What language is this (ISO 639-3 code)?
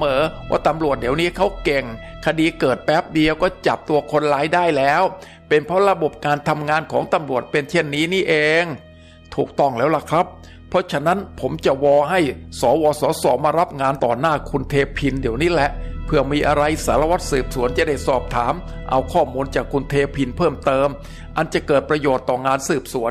tha